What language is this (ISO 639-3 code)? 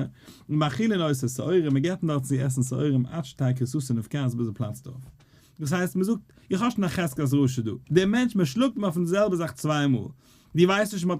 yid